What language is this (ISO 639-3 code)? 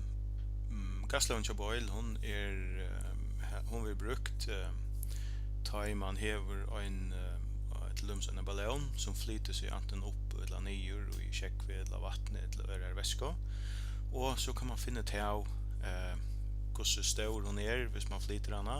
fao